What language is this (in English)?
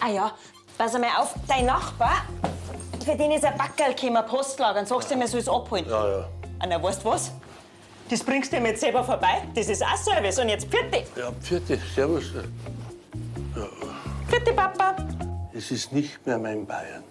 Bavarian